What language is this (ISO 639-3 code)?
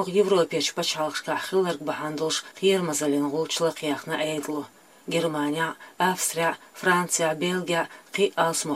che